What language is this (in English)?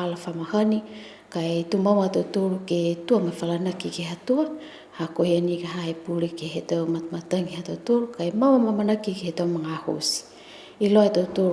Niuean